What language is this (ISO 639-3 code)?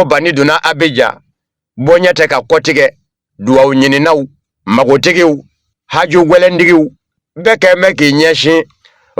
bam